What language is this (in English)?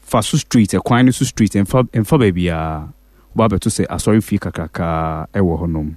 Akan